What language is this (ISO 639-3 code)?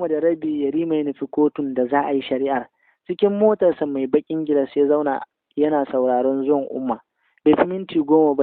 hau